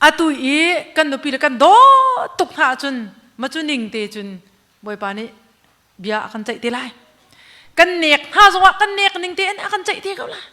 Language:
Hakha Chin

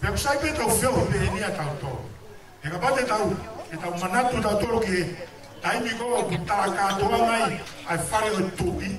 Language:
Tongan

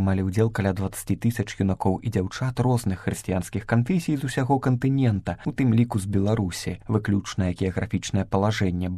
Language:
Belarusian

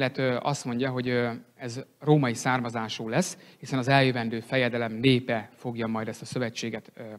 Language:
Hungarian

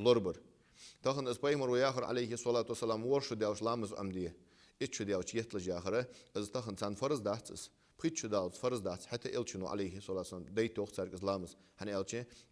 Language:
Ingush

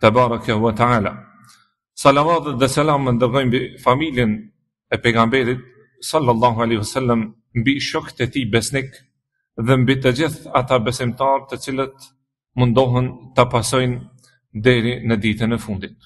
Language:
Albanian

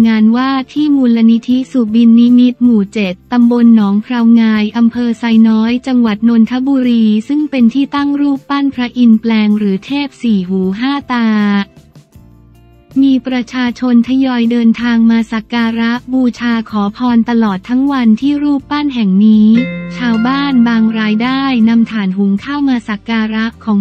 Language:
Thai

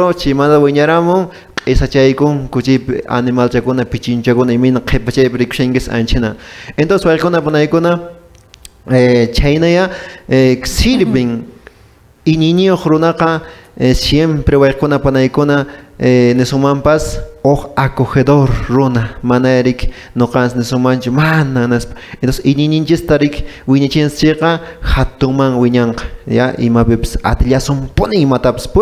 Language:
Quechua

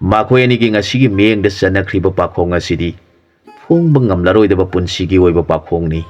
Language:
Manipuri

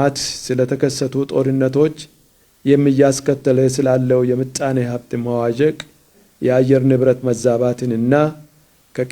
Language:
Amharic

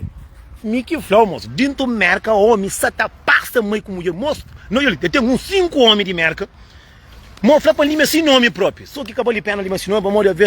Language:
Kabuverdianu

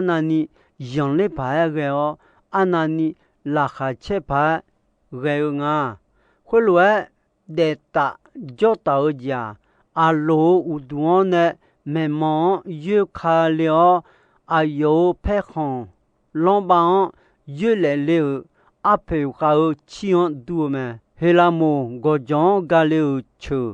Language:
Akha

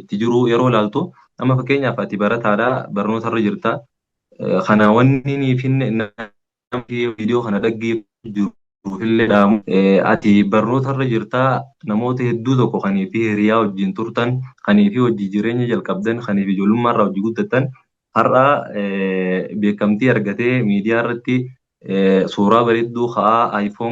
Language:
Oromo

